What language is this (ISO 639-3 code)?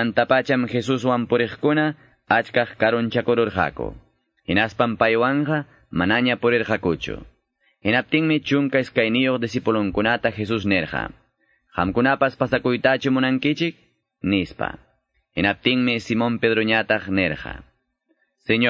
que